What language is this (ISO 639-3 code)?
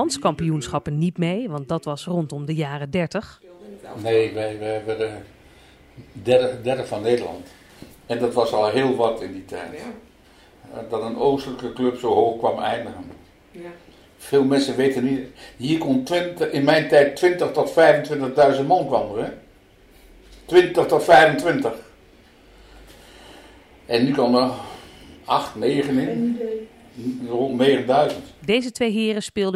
nld